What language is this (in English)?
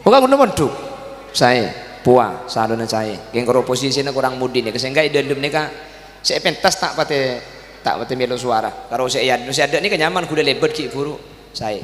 Madurese